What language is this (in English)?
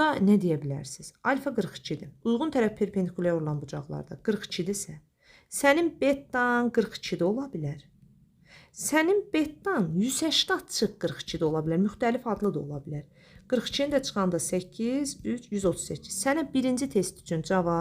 Azerbaijani